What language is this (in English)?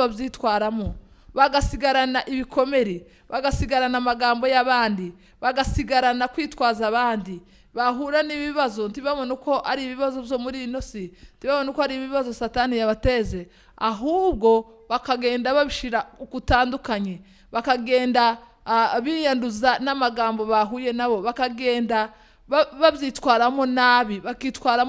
Kinyarwanda